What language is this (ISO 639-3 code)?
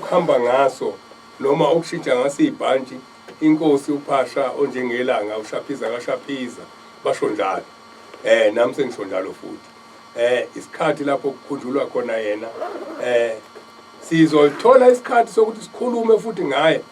zul